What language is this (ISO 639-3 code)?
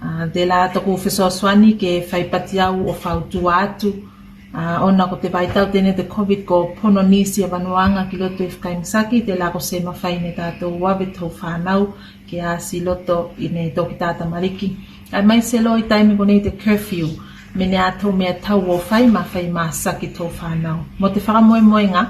tvl